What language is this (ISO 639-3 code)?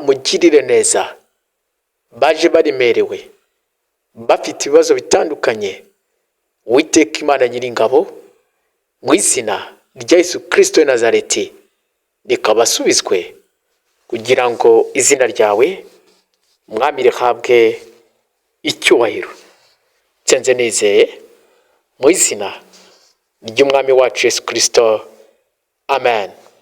kin